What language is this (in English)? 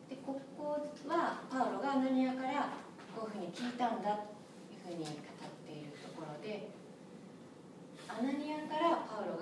Japanese